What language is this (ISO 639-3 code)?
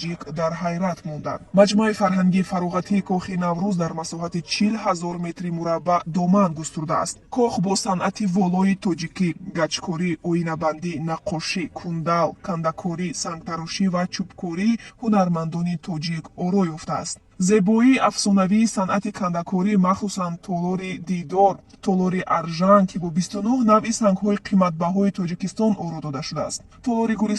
tgk